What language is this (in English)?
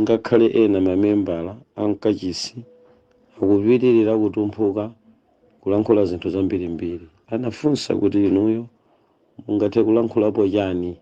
Nyanja